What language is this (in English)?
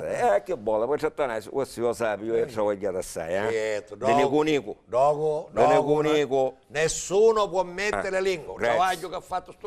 Sicilian